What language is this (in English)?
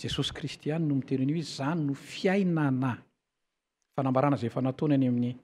Malagasy